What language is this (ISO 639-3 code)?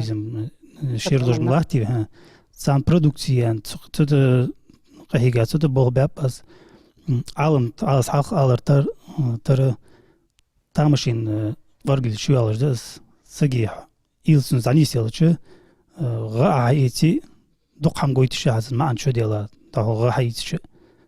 inh